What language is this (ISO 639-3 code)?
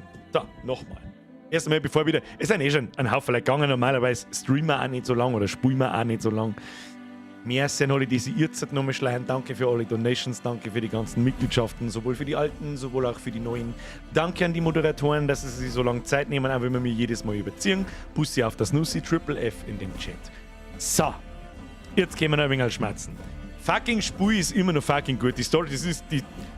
bar